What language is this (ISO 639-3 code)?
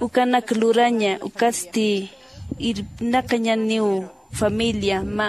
aym